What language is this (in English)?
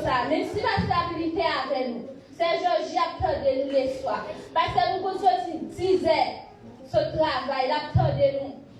Haitian Creole